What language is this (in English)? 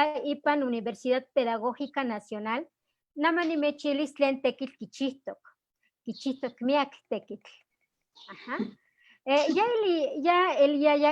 Eastern Huasteca Nahuatl